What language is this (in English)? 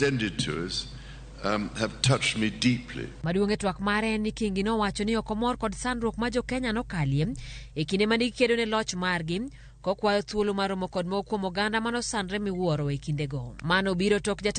Luo (Kenya and Tanzania)